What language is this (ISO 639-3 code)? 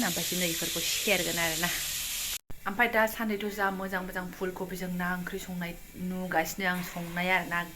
brx